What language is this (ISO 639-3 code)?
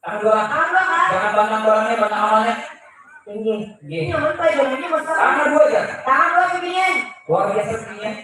bjn